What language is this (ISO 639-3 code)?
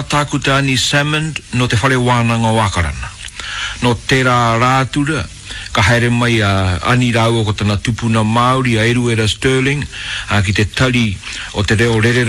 mri